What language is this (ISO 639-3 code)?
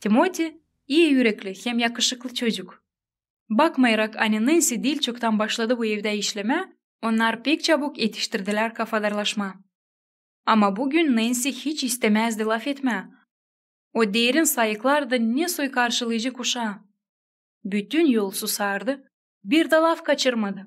gag